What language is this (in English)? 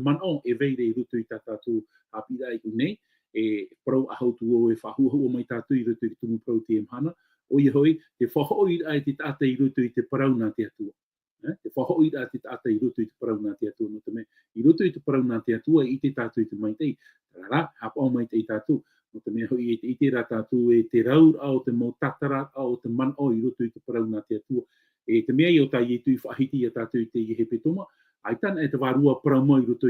Tahitian